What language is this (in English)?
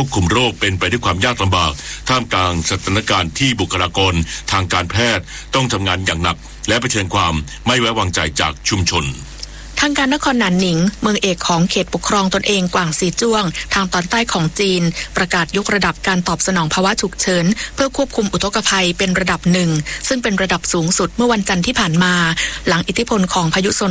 Thai